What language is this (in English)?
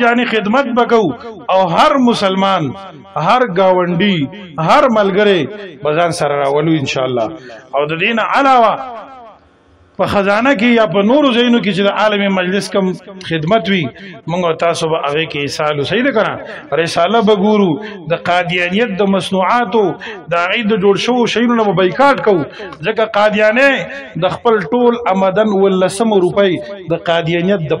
Pashto